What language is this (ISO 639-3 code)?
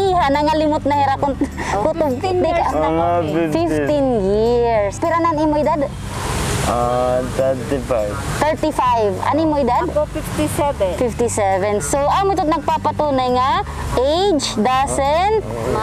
war